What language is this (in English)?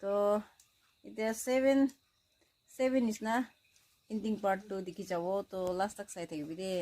Naga Pidgin